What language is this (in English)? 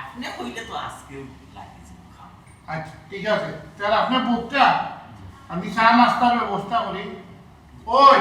Sylheti